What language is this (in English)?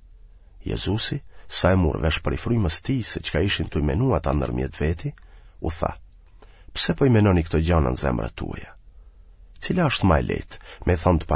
Albanian